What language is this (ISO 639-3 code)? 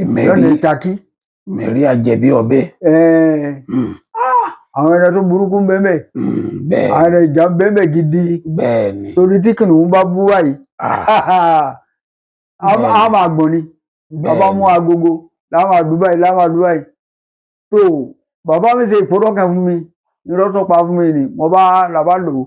yor